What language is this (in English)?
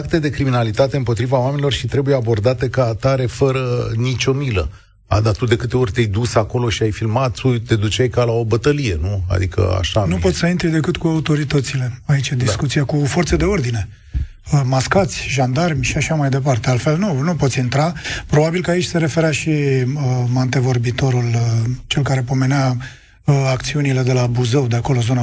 Romanian